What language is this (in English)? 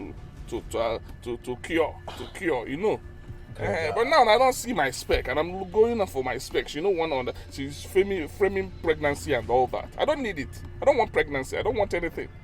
Nigerian Pidgin